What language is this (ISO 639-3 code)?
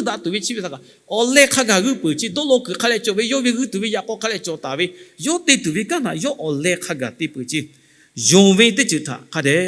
lhu